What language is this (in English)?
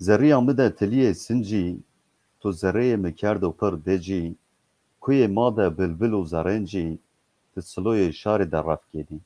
Zaza